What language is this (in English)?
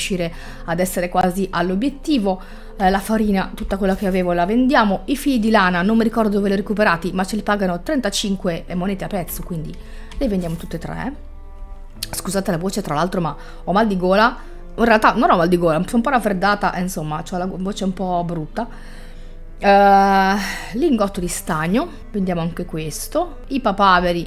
Italian